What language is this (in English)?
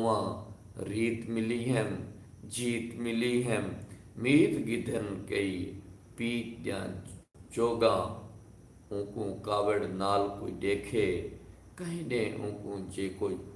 Saraiki